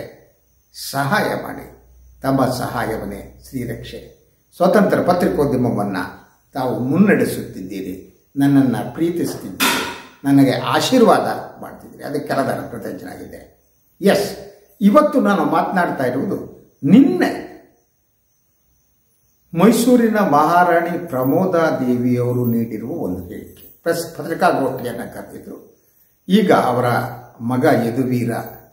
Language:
Kannada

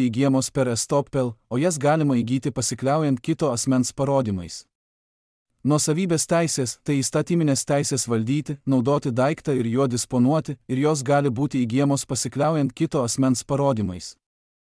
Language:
Lithuanian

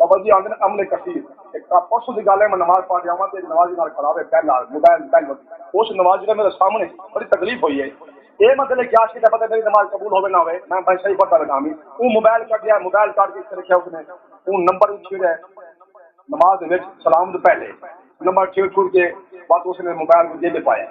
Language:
Saraiki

